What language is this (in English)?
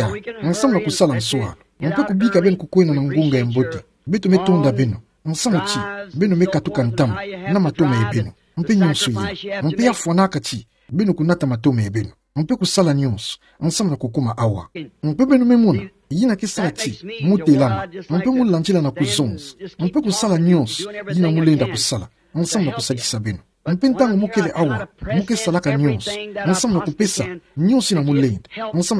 Kituba (Democratic Republic of Congo)